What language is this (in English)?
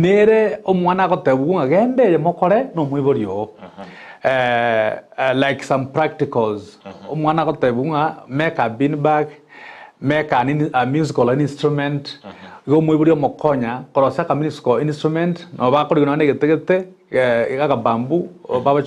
Gusii